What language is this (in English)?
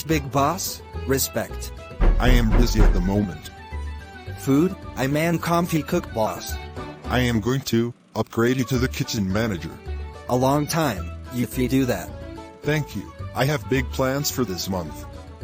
Jamaican Creole English